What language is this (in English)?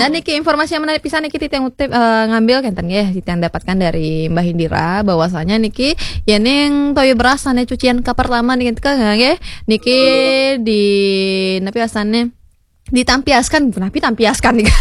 Balinese